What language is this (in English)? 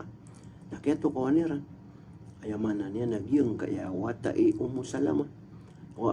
Maranao